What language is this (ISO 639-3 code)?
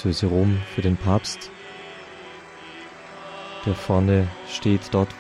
deu